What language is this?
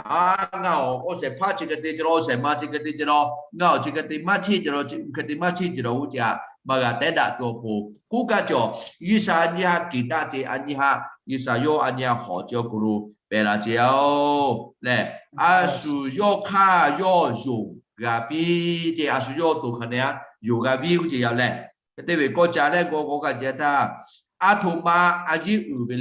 Lahu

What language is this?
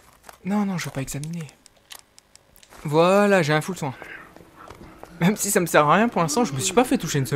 French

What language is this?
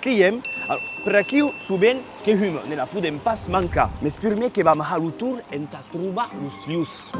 Occitan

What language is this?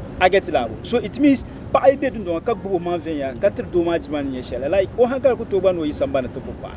Dagbani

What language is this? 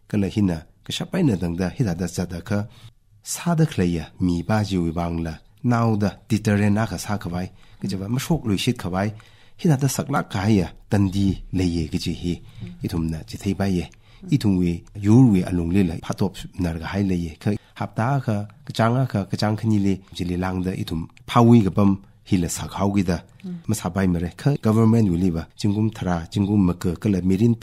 Tangkhul Naga (India)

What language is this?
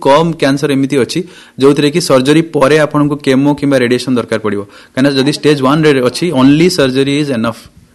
Odia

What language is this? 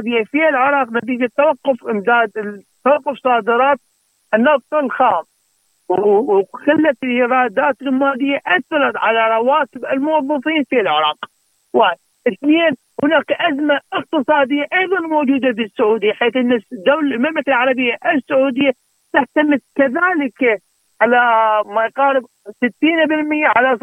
Arabic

